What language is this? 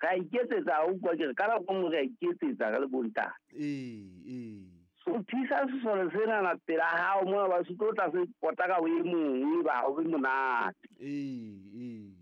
Southern Sotho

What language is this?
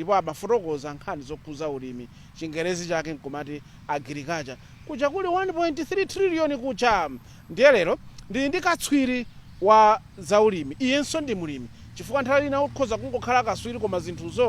Nyanja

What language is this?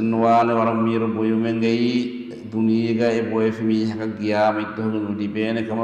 Divehi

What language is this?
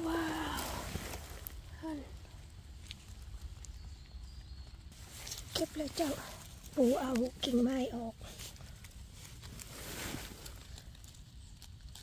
Thai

